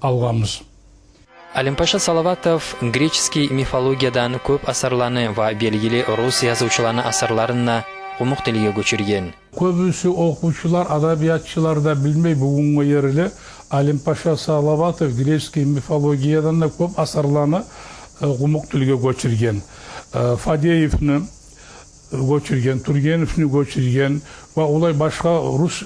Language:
Kumyk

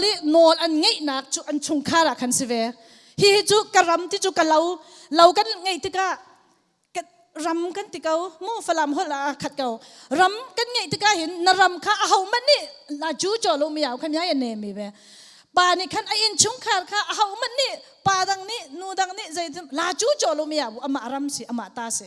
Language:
Hakha Chin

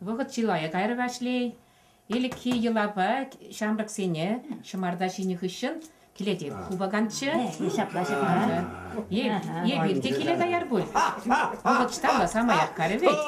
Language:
Chuvash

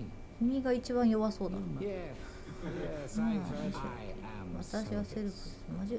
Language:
Japanese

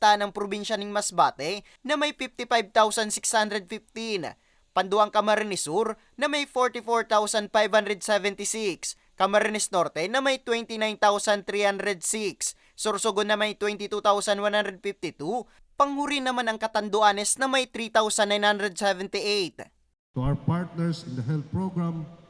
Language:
Bikol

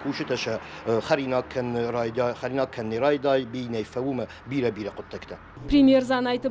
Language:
Ossetic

